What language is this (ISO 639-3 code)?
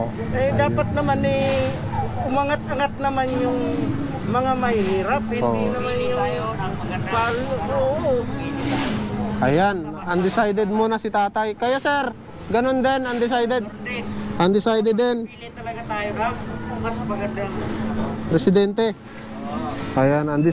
fil